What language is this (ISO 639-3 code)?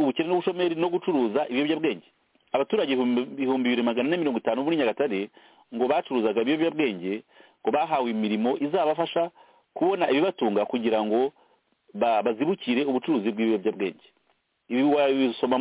kin